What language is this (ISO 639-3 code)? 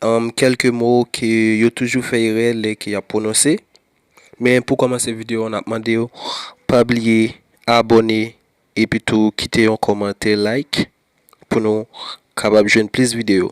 hat